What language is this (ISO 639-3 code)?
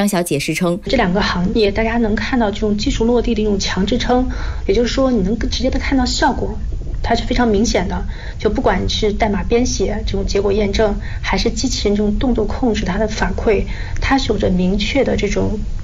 zho